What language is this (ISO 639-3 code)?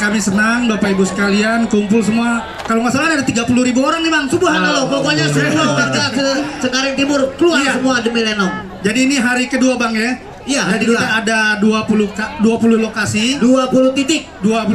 bew